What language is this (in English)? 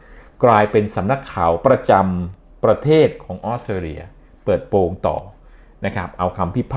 Thai